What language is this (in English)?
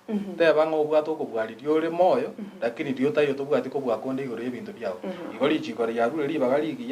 Gusii